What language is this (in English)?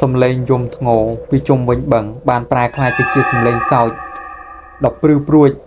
Khmer